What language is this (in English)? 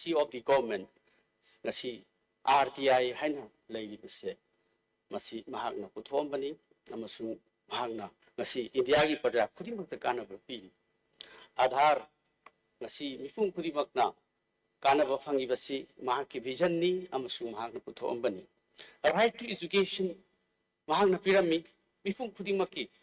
Manipuri